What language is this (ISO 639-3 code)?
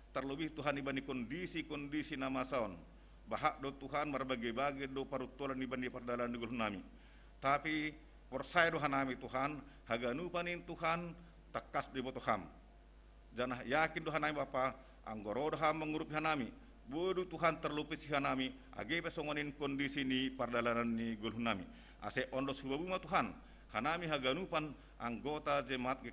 bts